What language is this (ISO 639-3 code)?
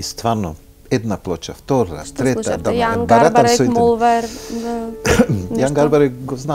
mkd